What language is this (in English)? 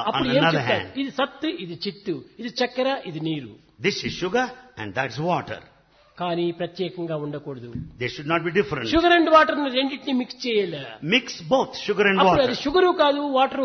Telugu